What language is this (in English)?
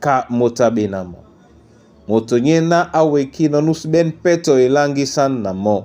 Duala